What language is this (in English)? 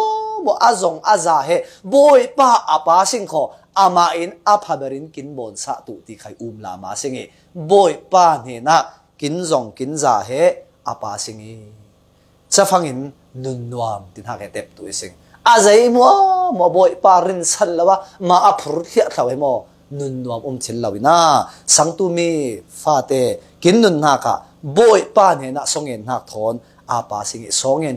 Falam Chin